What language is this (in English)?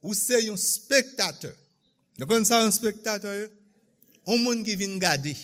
Haitian Creole